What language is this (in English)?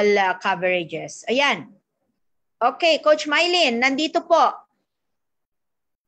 Filipino